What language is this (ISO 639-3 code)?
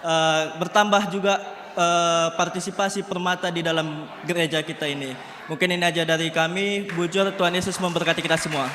btx